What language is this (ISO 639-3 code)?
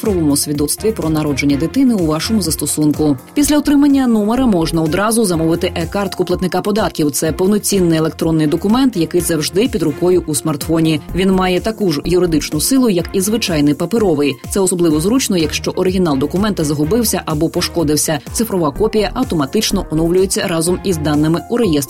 ukr